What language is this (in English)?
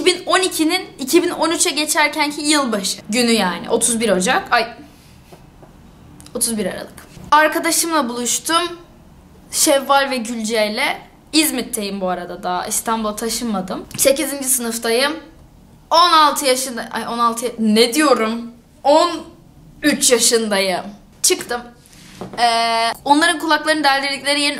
Turkish